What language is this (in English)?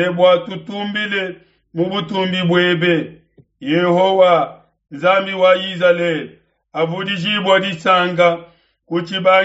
Luba-Lulua